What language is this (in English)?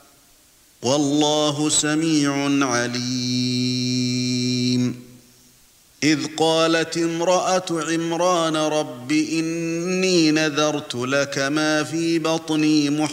Arabic